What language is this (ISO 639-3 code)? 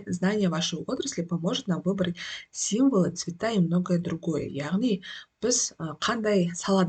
kaz